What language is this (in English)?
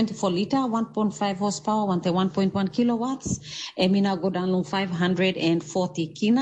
Tok Pisin